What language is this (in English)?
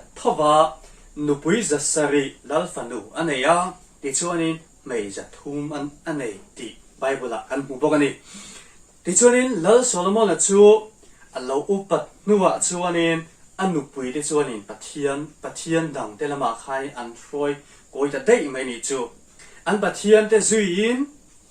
Mizo